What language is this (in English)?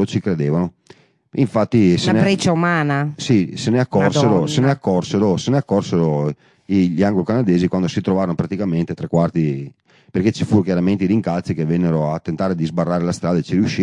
Italian